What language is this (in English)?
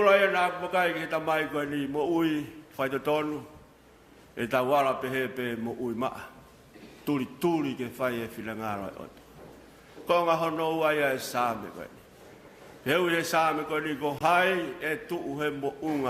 Tongan